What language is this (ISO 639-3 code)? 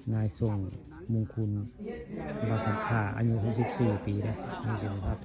tts